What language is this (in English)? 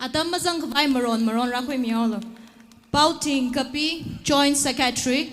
Tangkhul Naga (India)